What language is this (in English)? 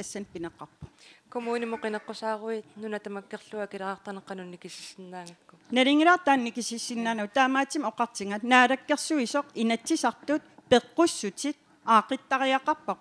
Kalaallisut